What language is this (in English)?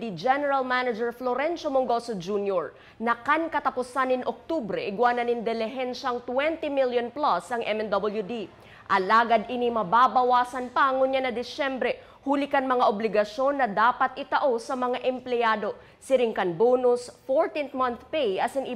Bikol